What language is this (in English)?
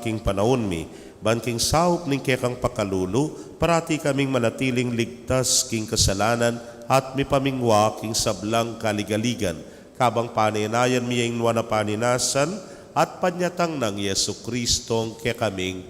Pampanga